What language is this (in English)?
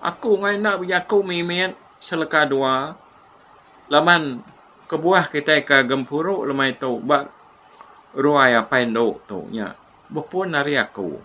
Iban